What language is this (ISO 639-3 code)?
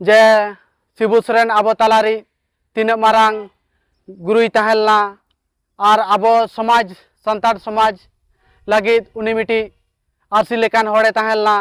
sat